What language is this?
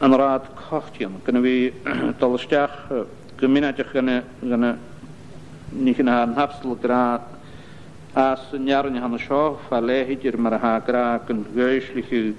Scottish Gaelic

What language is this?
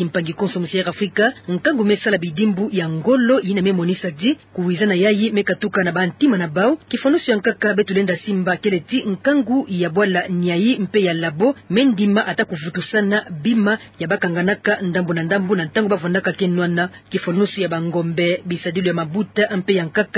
Kituba (Democratic Republic of Congo)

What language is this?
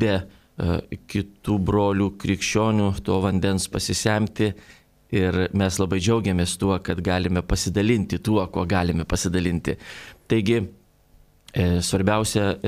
Lithuanian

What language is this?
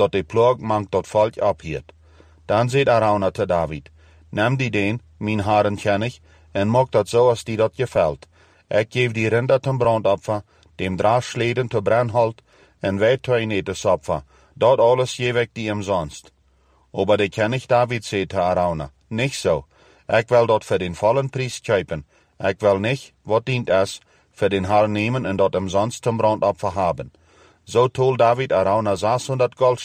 Plautdietsch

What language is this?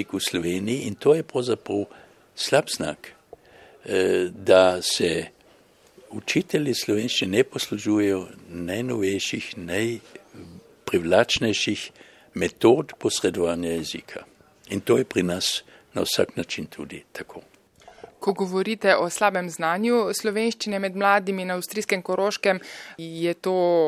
Slovenian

